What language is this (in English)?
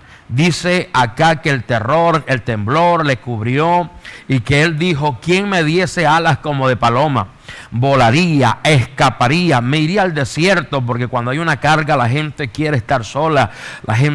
Spanish